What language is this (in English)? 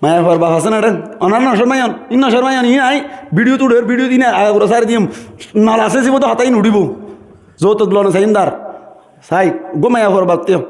Rohingya